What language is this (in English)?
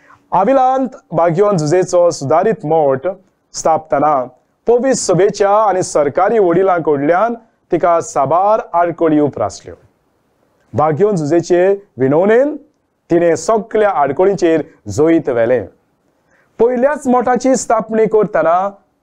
Konkani